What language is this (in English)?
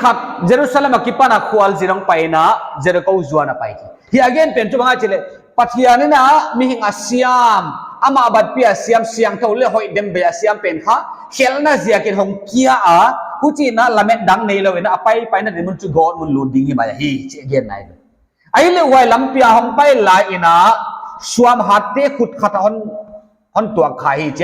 Paite Chin